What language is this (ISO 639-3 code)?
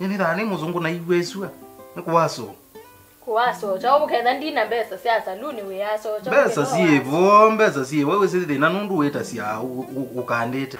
kam